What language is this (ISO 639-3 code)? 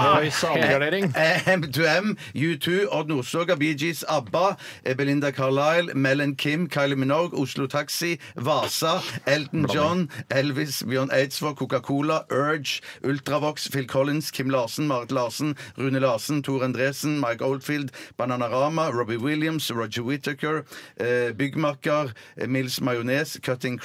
nor